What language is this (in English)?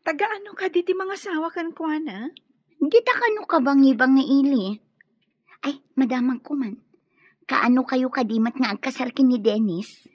Iloko